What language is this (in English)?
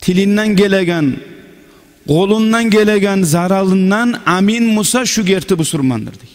Kumyk